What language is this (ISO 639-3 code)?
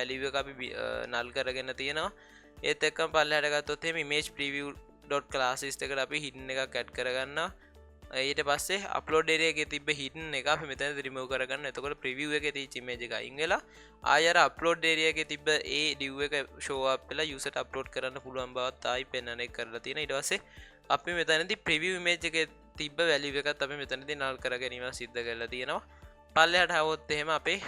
sin